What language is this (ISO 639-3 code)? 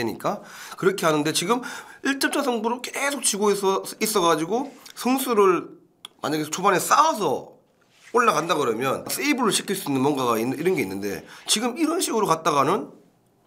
kor